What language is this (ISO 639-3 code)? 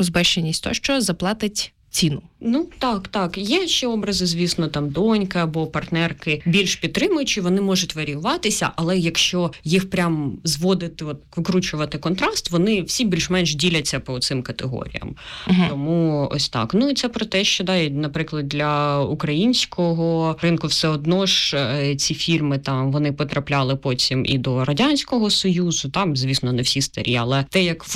ukr